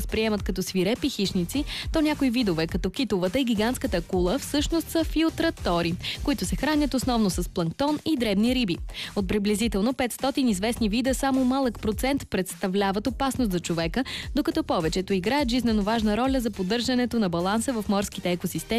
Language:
Bulgarian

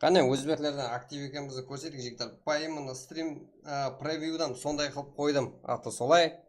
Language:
Kara-Kalpak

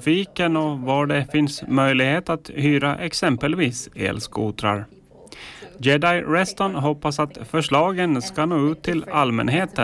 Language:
Swedish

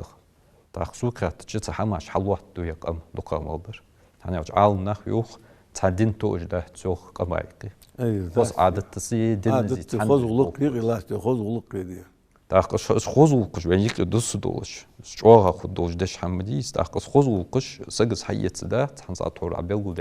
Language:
Ingush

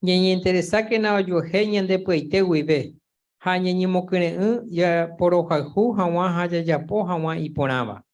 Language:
Guarani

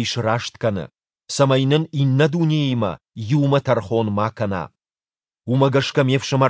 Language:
Ossetic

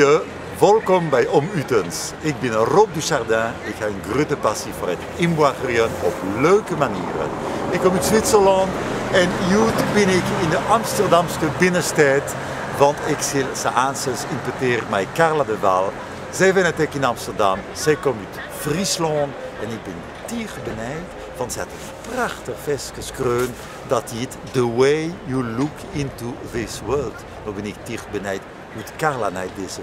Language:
Western Frisian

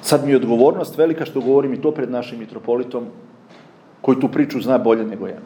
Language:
Serbian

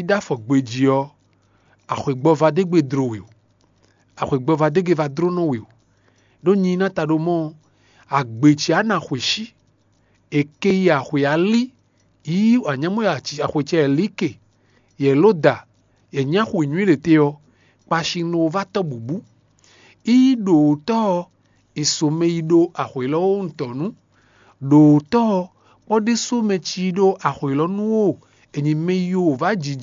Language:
Fon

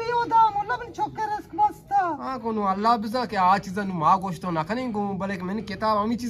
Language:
Eastern Balochi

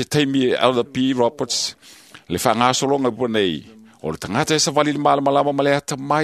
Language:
Samoan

